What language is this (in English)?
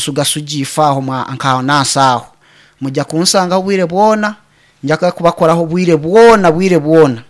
Nyankole